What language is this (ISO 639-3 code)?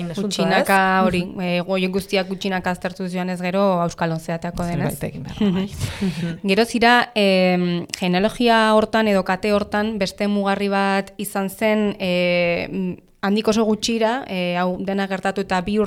eus